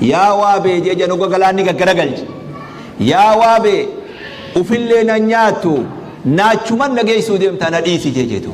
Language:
Oromo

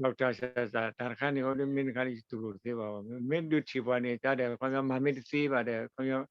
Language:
S'gaw Karen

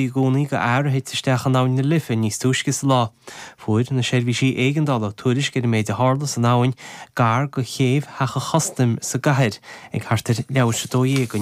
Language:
Irish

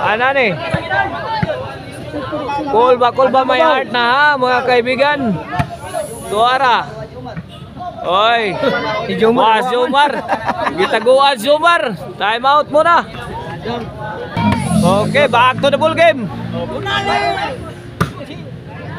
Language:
Cebuano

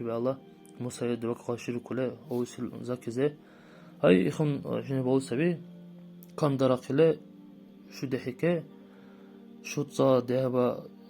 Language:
Dargwa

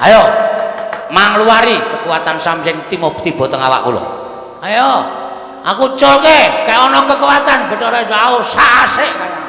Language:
Javanese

